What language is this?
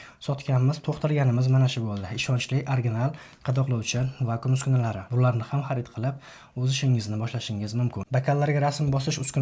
Uzbek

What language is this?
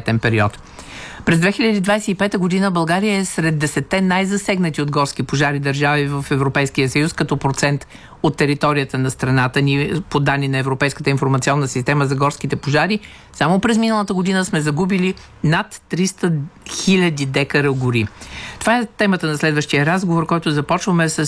Bulgarian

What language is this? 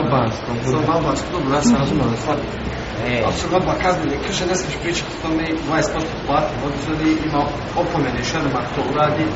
Bosnian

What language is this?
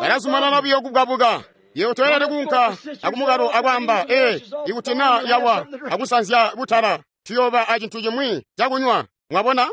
Tonga (Zambia)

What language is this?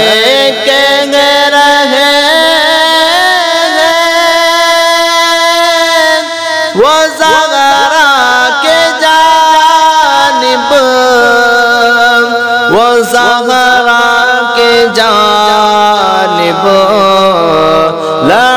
Urdu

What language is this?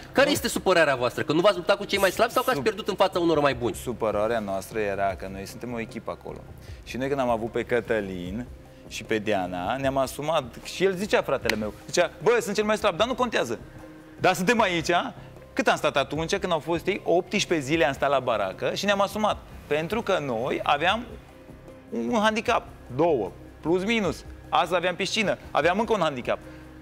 Romanian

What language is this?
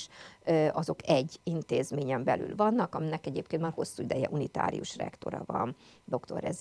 Hungarian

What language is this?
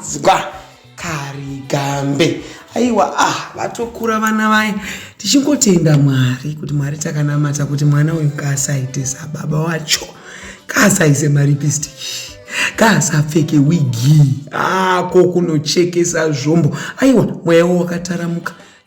Shona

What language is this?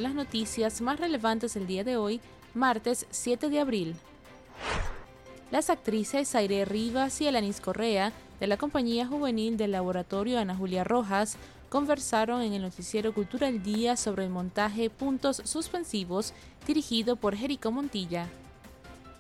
Spanish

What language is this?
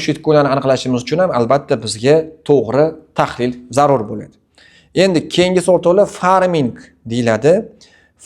Uzbek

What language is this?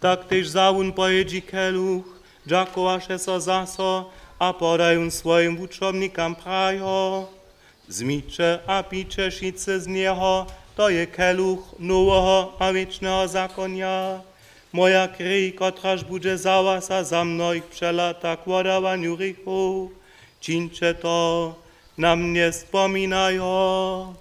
Upper Sorbian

